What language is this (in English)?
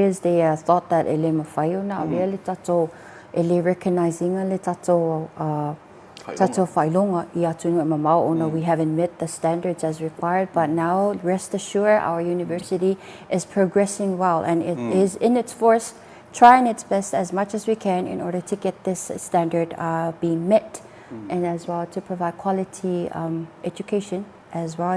Samoan